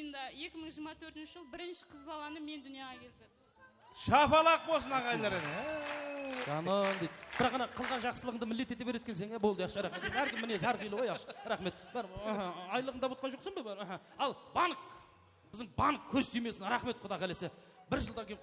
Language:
Kara-Kalpak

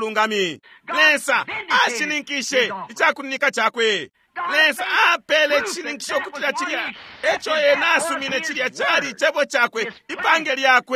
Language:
Bemba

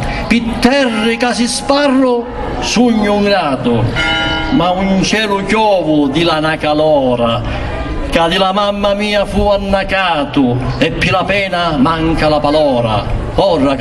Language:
Sicilian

